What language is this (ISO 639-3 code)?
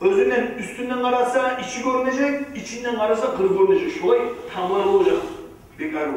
kum